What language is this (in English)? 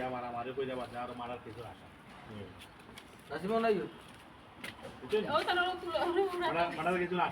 Sylheti